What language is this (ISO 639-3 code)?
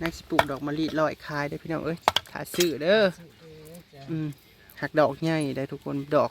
tts